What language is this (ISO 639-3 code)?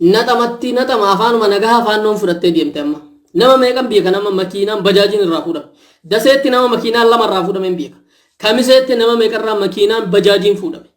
orm